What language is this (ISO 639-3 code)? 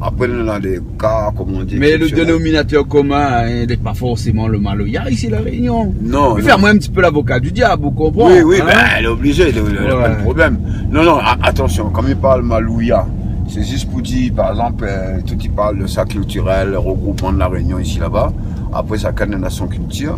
rcf